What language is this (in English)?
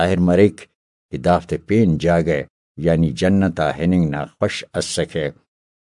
Brahui